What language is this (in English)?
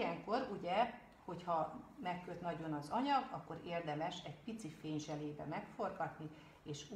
Hungarian